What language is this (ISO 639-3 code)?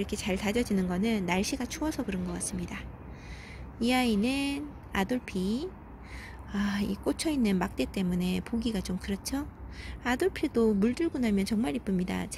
kor